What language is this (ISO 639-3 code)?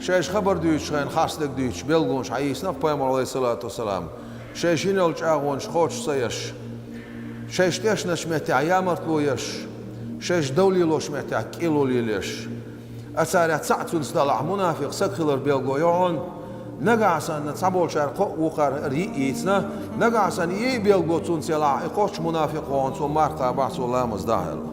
che